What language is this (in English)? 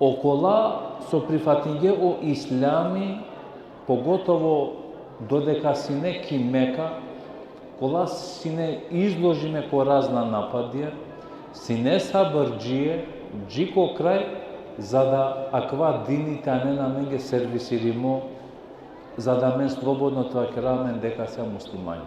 Balkan Romani